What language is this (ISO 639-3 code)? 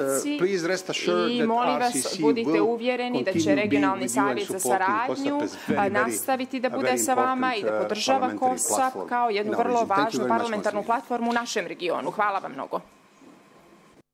srp